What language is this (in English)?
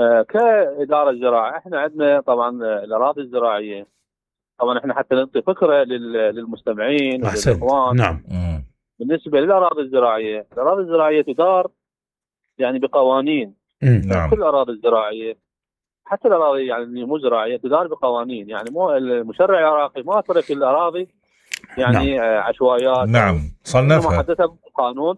Mesopotamian Arabic